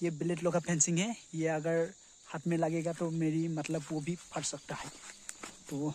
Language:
Assamese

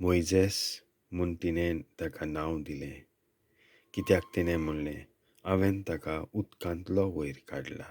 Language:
Konkani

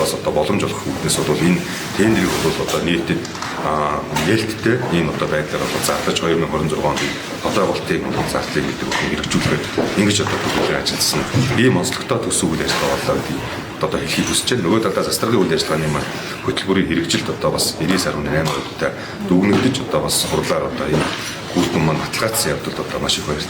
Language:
Mongolian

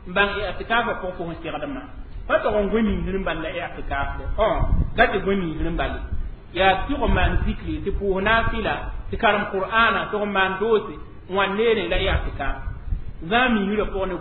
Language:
Mossi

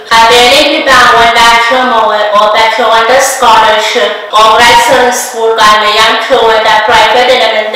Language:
Pohnpeian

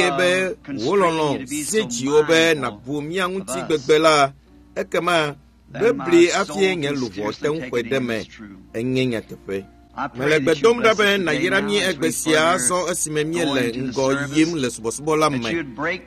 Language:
Ewe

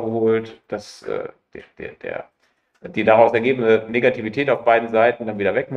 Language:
German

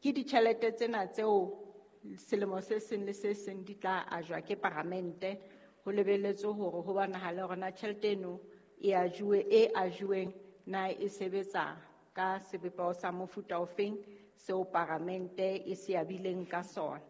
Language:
Southern Sotho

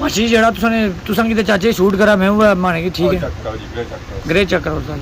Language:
Pahari-Potwari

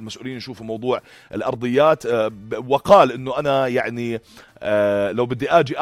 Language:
North Levantine Arabic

